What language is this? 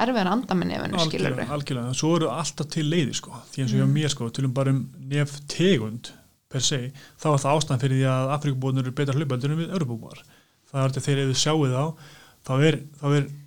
Icelandic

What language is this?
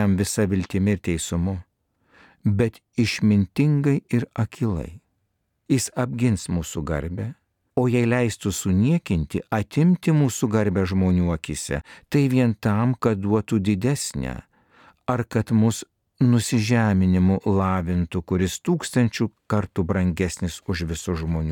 Lithuanian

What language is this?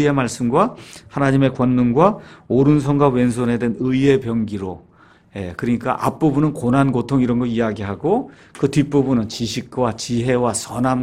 Korean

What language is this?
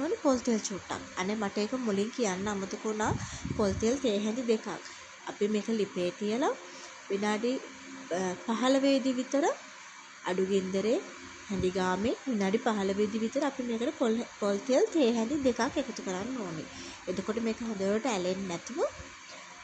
Sinhala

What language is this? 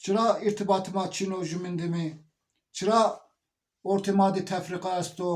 Zaza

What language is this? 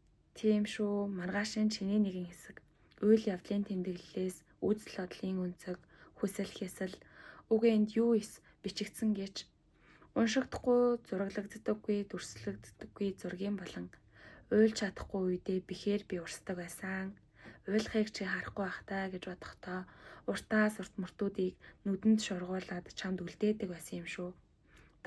Mongolian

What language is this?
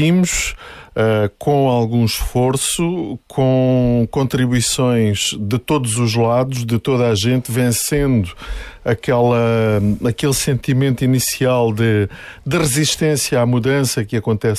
Portuguese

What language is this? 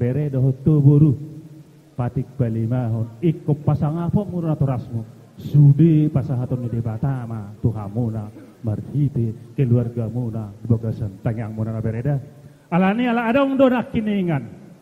Batak Toba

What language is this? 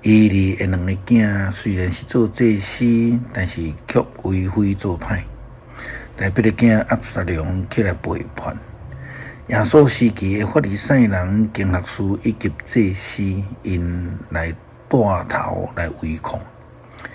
Min Nan Chinese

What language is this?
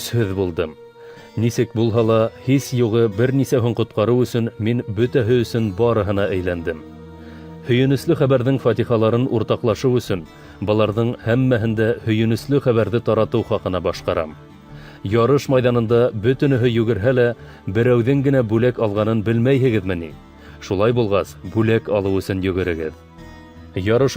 Bashkir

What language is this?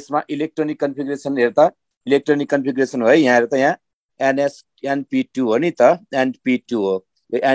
Nepali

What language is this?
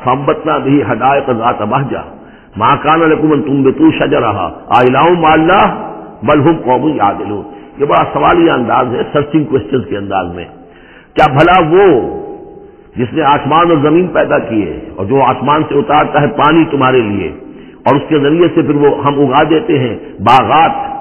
Urdu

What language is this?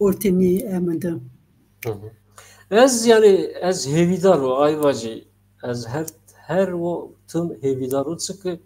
Zaza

